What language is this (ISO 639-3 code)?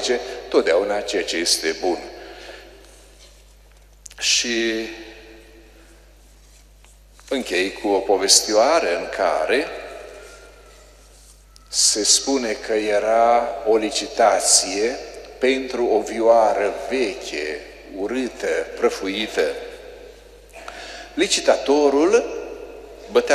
ron